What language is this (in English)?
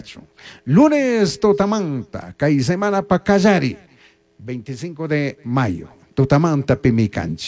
Chimborazo Highland Quichua